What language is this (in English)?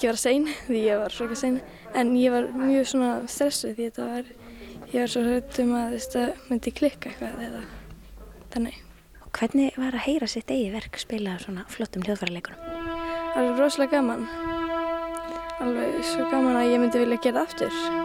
Icelandic